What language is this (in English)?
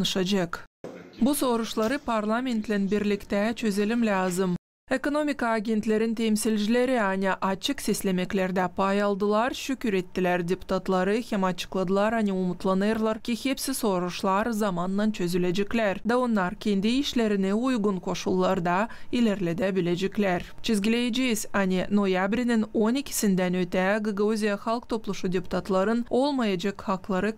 Gagauz